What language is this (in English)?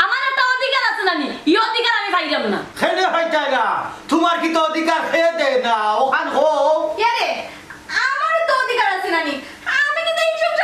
Sylheti